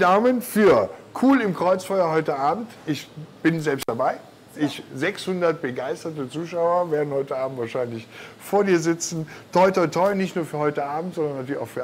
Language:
German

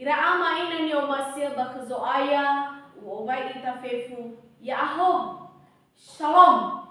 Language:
Nias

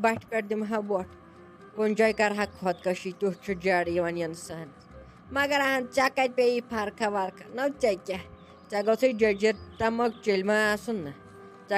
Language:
Kashmiri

